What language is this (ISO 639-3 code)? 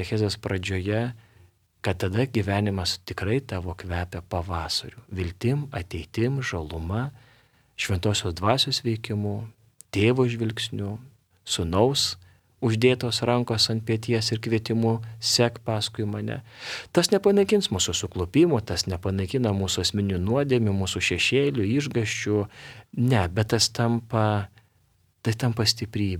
lit